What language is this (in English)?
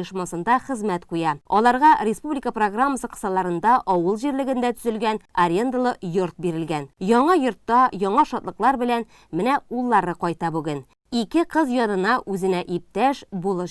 Tatar